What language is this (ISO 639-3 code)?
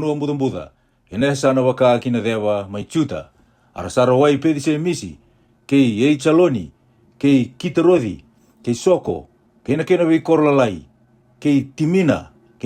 fij